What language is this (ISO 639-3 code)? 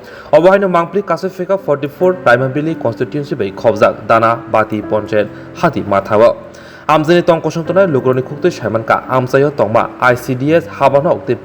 trp